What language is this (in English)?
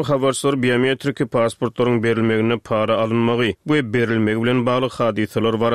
Turkmen